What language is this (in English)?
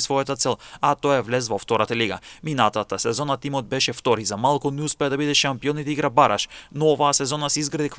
Macedonian